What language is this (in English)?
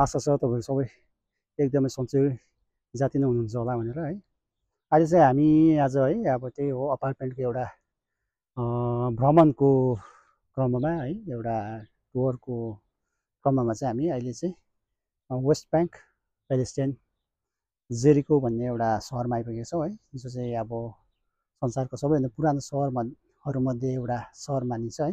Nepali